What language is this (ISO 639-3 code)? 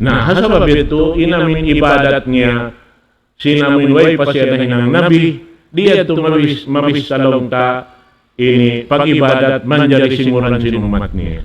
tsg